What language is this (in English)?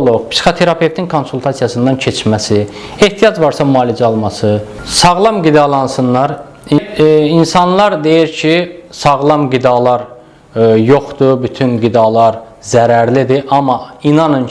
Azerbaijani